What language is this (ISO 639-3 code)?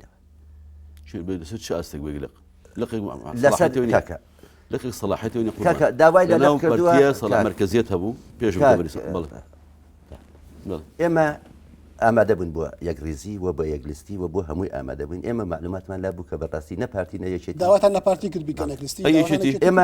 ckb